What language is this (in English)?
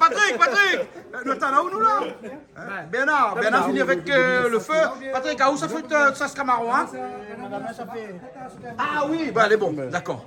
Réunion Creole French